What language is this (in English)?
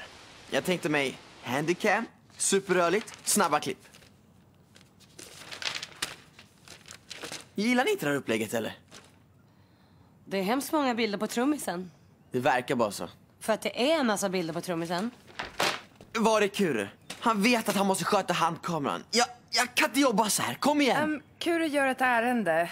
Swedish